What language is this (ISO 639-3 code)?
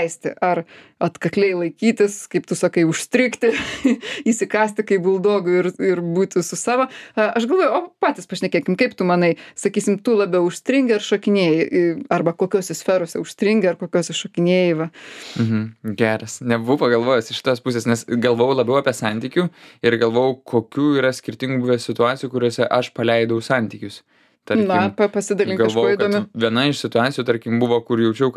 lit